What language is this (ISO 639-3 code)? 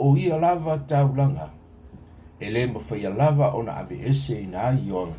smo